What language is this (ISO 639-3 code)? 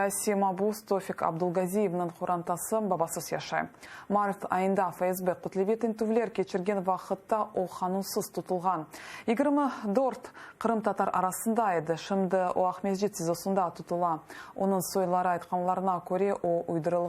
crh